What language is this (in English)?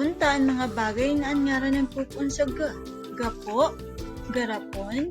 Bikol